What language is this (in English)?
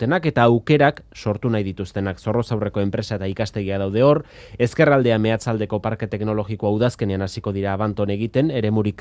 Basque